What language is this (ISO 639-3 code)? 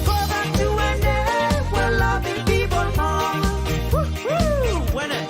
pon